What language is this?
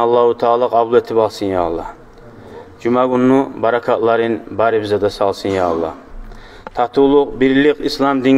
Kumyk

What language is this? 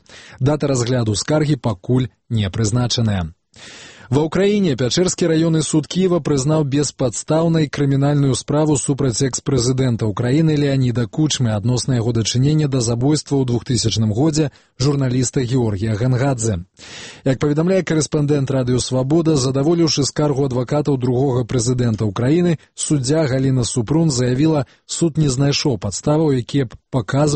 Belarusian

